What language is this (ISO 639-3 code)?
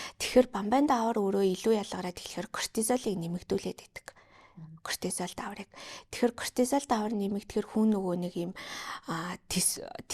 mon